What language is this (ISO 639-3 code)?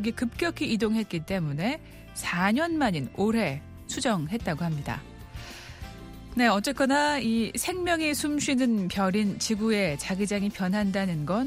kor